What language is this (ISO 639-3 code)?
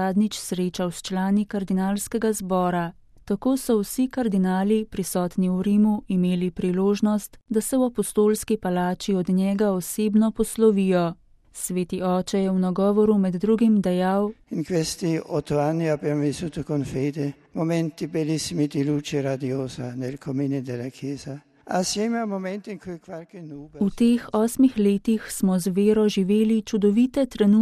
slv